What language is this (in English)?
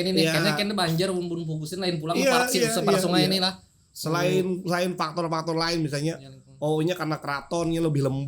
Banjar